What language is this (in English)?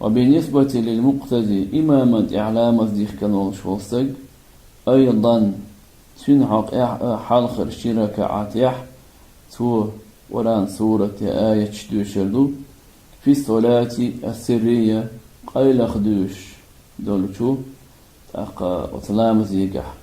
Chechen